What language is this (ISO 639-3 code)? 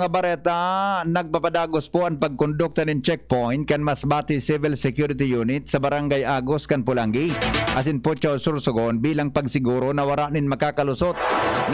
bik